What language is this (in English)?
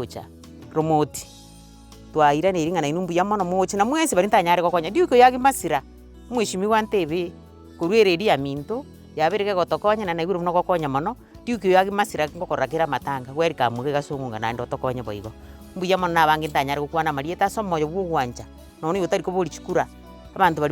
Gusii